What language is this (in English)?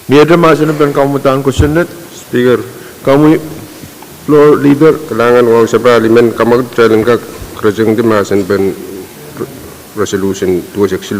Pohnpeian